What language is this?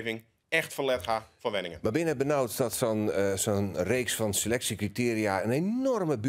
Western Frisian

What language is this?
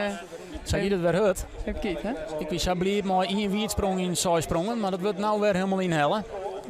Western Frisian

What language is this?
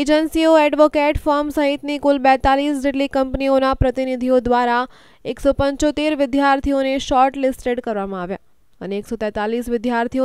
Gujarati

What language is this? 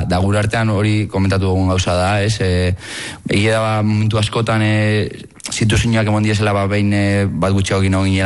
Basque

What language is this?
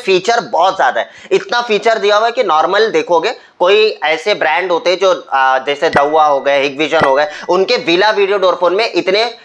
Hindi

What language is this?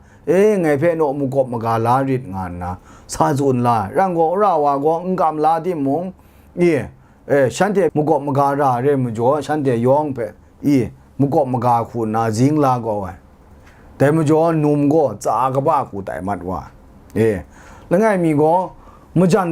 Kachin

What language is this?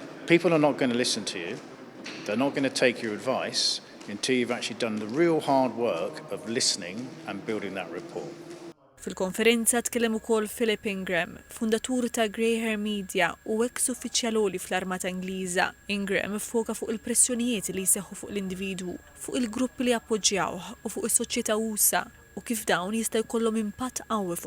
Maltese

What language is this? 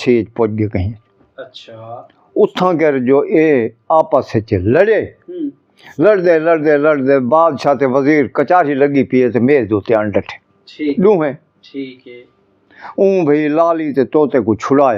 Saraiki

